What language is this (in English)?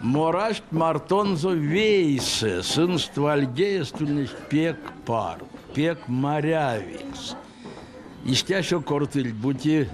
Erzya